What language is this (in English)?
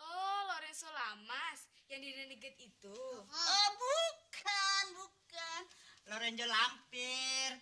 Betawi